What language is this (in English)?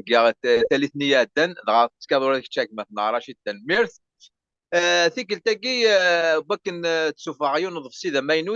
Kabyle